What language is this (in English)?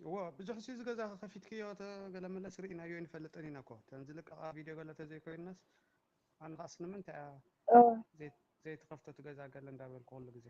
Tigrinya